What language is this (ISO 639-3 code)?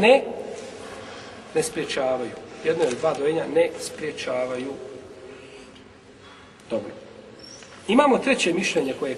bos